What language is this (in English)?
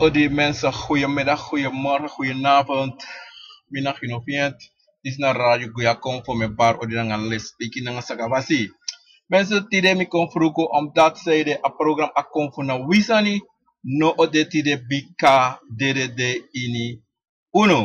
Sranan Tongo